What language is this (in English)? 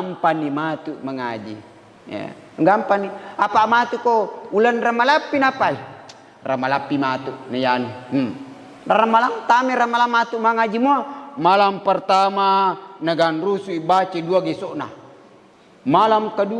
Buginese